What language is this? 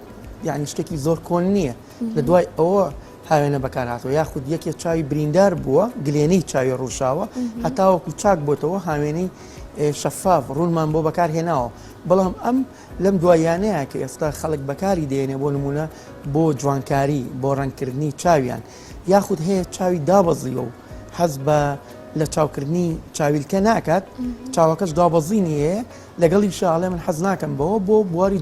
Central Kurdish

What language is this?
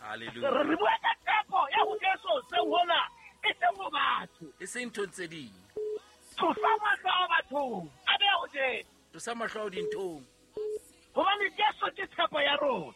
Southern Sotho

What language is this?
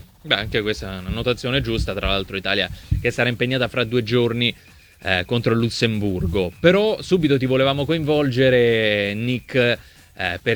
Italian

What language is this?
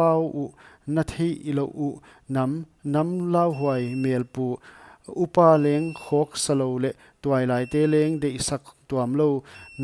Paite Chin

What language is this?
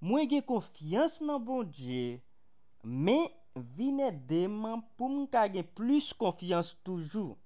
Haitian Creole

